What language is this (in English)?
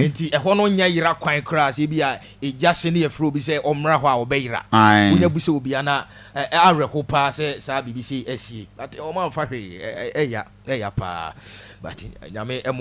Akan